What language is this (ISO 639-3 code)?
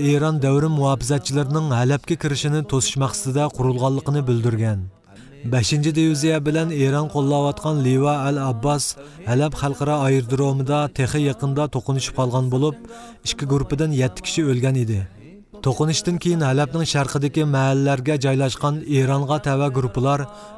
uig